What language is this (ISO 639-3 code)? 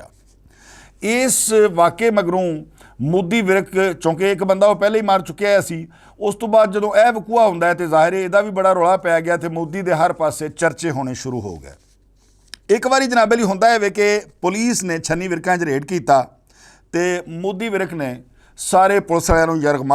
lah